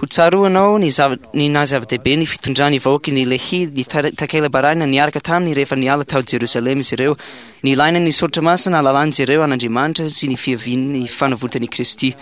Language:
Malagasy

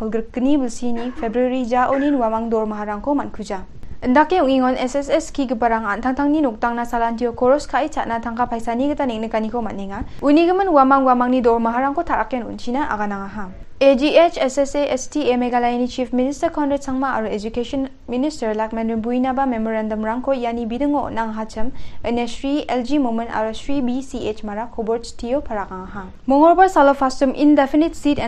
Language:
Garo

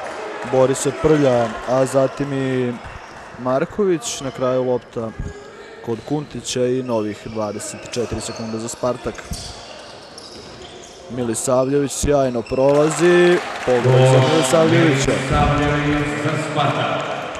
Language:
Serbian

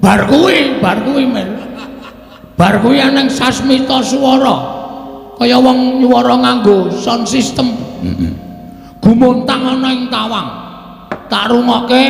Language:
Javanese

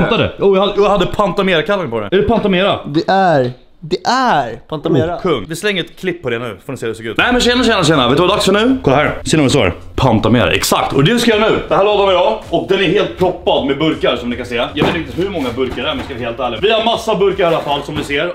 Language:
Swedish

